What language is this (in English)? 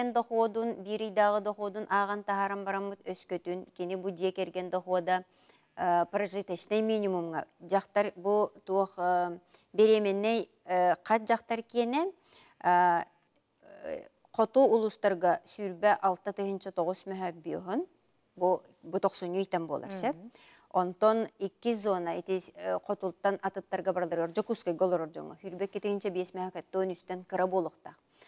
Yakut